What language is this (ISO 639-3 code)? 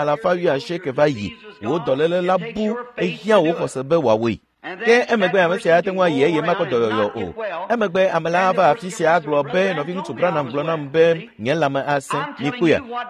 ewe